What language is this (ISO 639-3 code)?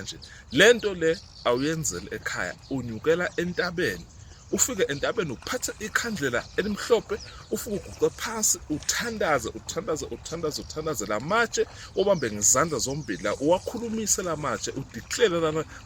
zul